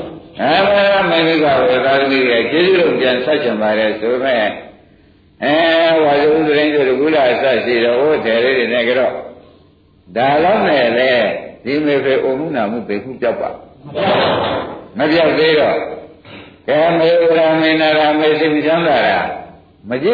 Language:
Burmese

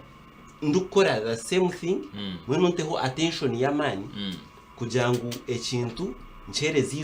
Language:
Nyankole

